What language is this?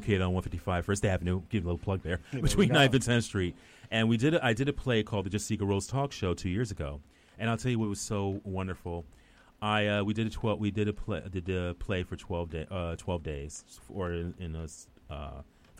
English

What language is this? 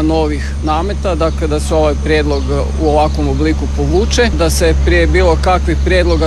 Croatian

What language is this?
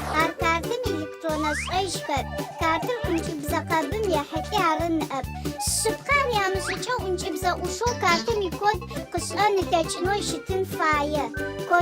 Adyghe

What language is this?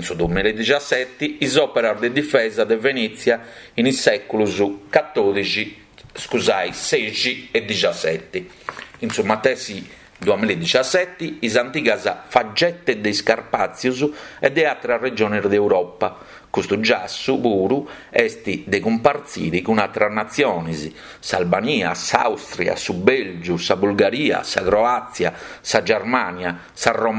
Sardinian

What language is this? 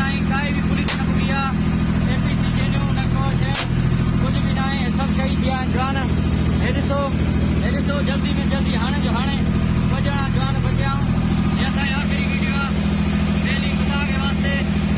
Saraiki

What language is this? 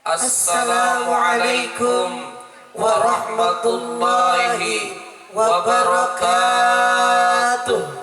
Sundanese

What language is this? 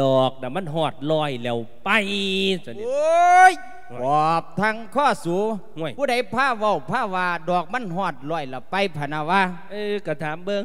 Lao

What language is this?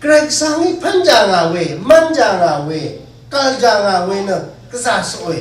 Rawang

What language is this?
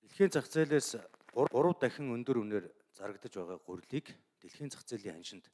Mongolian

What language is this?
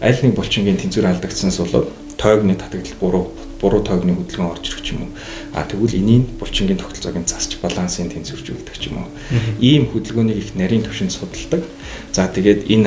Mongolian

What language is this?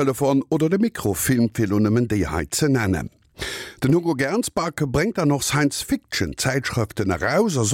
Luxembourgish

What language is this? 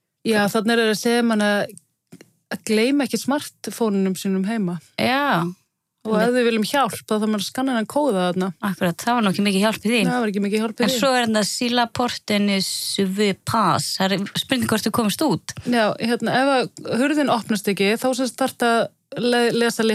Icelandic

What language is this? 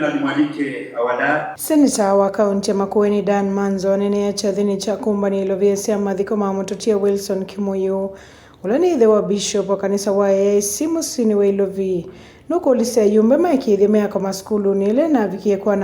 Kamba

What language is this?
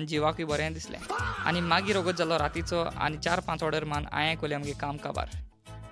Konkani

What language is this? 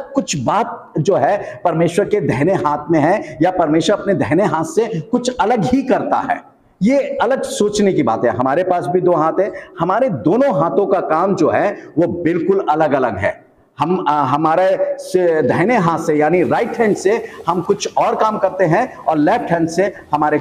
Hindi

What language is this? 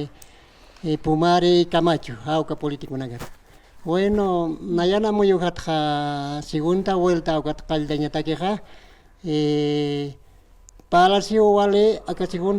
Aymara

